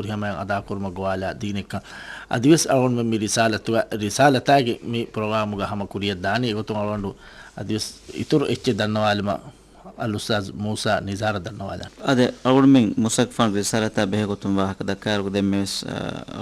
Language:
Divehi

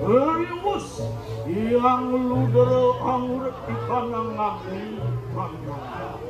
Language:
Balinese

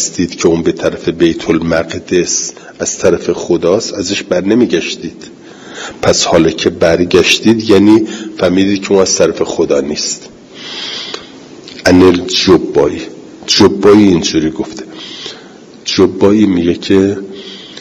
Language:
Persian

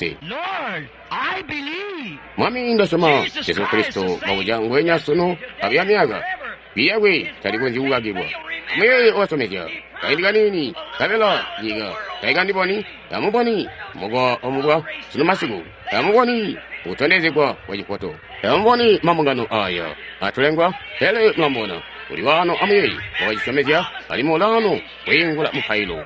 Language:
Tonga (Zambia)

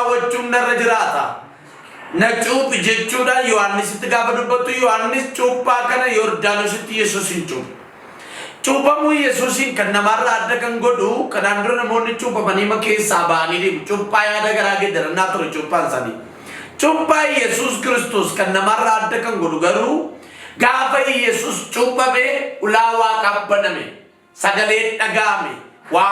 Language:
Oromo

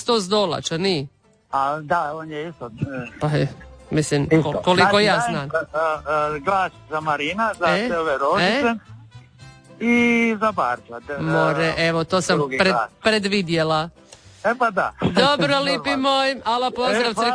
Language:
Croatian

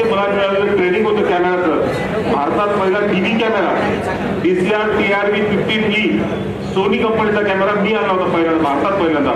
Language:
Marathi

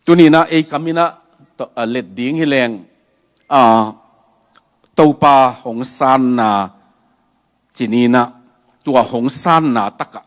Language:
Tedim Chin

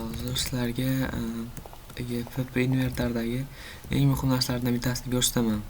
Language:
Uzbek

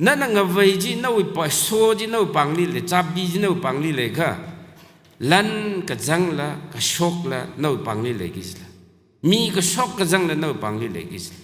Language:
Tangkhul Naga (India)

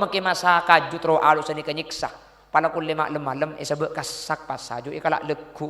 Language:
Madurese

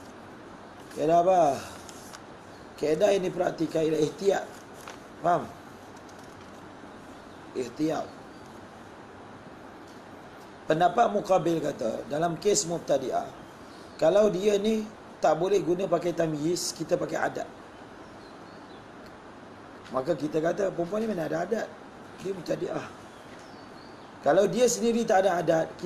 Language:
Malay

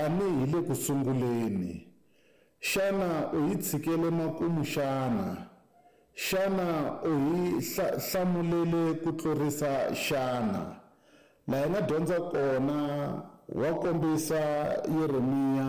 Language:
Tsonga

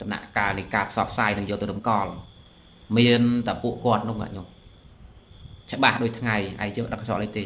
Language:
Khmer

